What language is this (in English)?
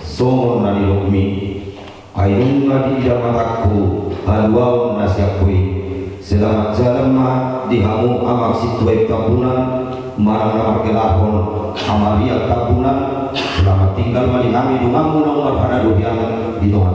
Batak Toba